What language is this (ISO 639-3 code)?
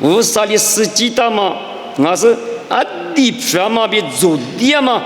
lis